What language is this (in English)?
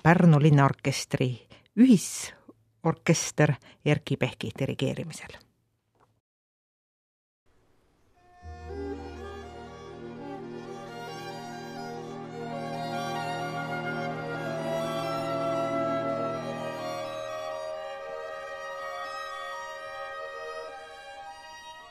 Estonian